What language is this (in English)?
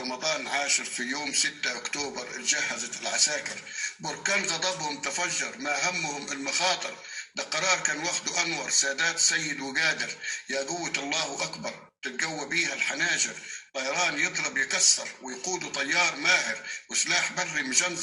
Egyptian Arabic